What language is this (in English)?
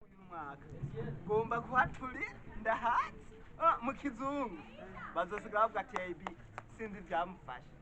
Rundi